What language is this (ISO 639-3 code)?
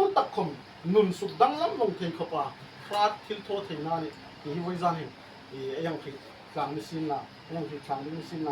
hmr